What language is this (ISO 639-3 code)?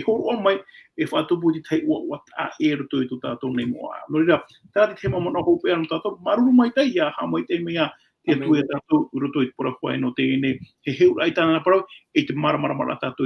tah